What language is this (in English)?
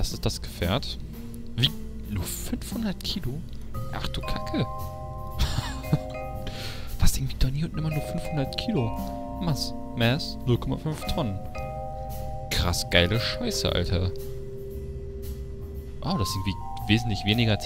German